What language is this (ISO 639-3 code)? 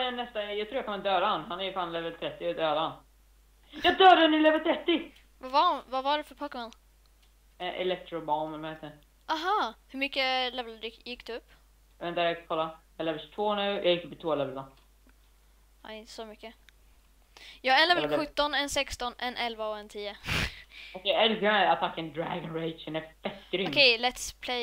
swe